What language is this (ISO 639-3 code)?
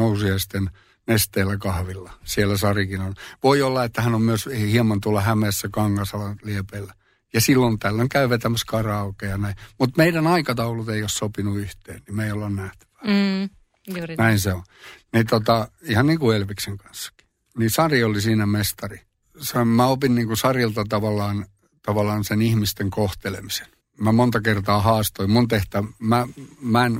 fin